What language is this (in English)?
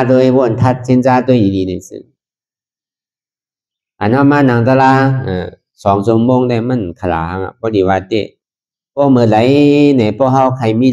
Shan